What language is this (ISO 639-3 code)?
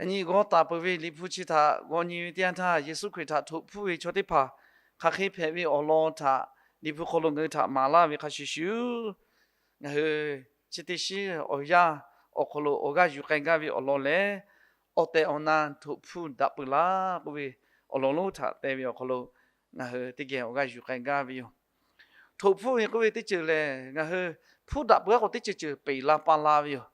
lhu